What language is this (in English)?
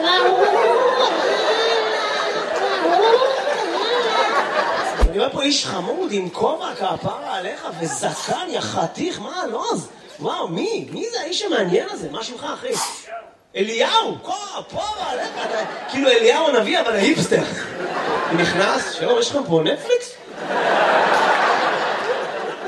Hebrew